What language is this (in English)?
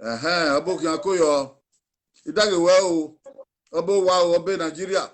Bini